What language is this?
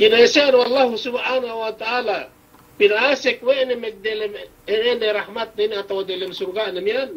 Yakan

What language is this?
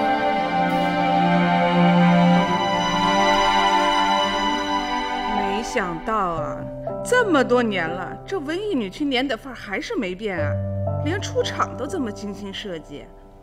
Chinese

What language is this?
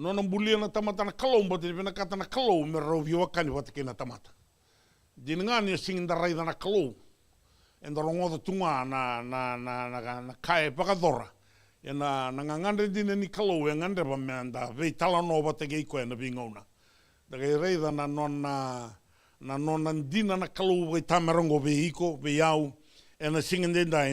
Fijian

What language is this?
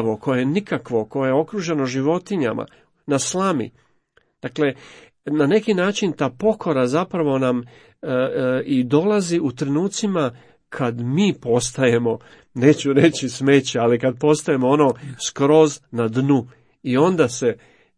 Croatian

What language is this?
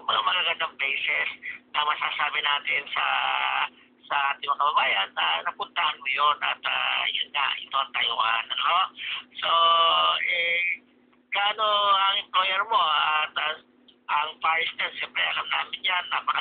Filipino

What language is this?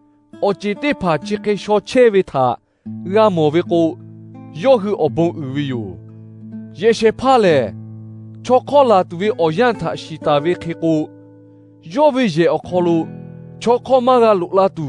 Lahu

